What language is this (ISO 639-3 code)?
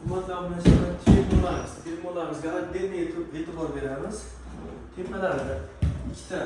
uzb